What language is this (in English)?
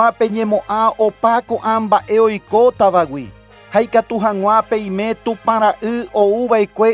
Guarani